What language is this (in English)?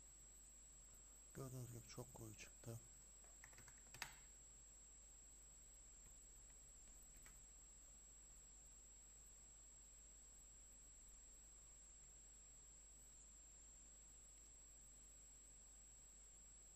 Turkish